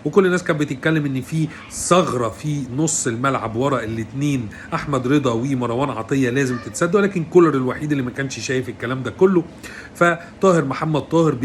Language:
Egyptian Arabic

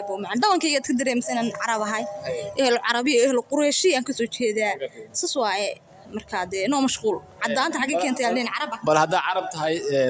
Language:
Somali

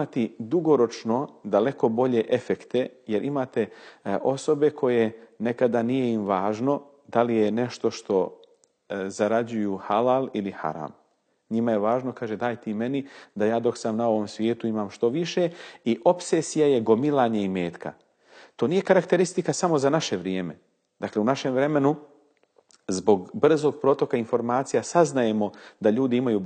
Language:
Bosnian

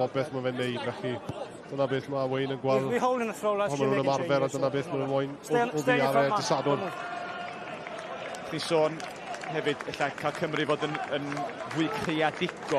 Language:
Welsh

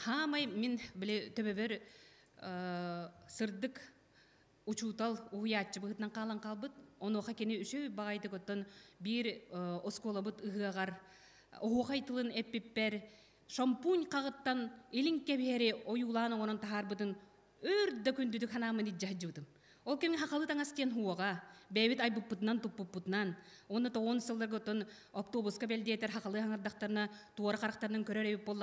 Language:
Yakut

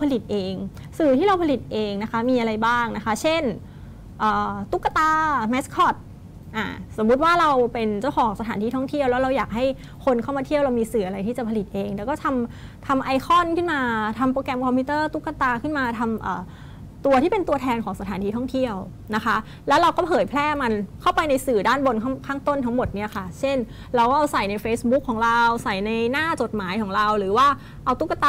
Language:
Thai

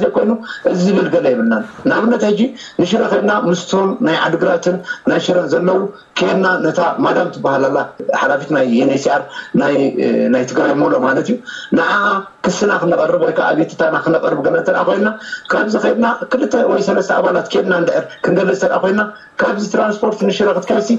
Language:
Tigrinya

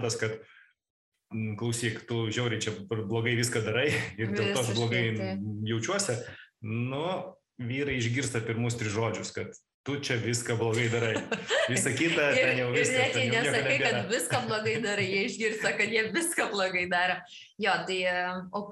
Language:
Lithuanian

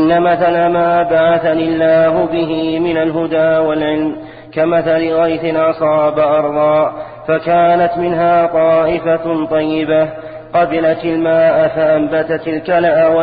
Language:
Arabic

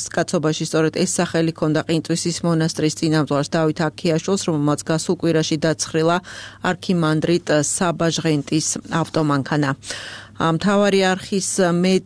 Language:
Georgian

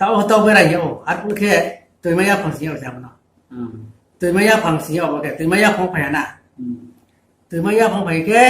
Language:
Riang (India)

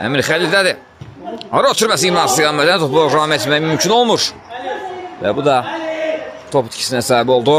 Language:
Azerbaijani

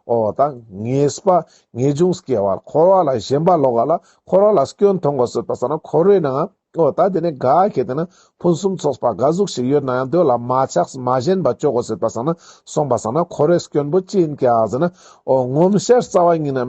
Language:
Ladakhi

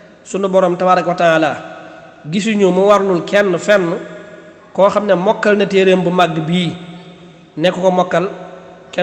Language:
Wolof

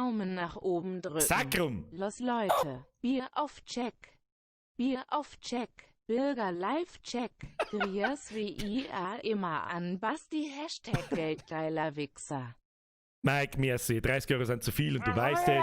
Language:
Bavarian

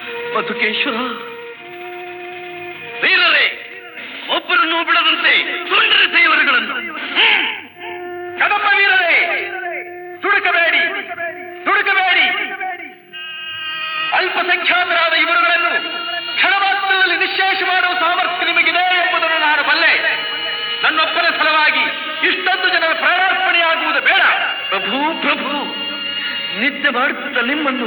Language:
Kannada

